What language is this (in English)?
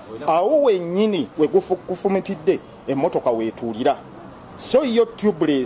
Ganda